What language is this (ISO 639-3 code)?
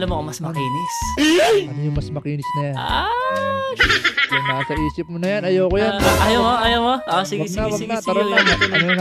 fil